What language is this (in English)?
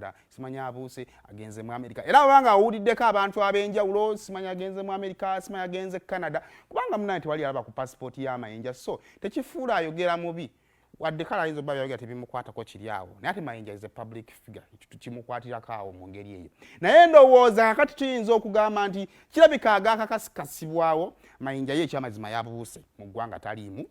Ganda